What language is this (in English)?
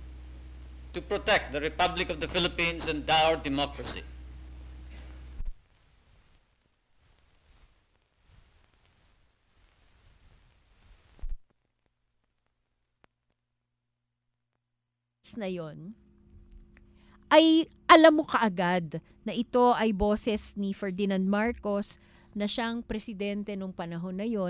Filipino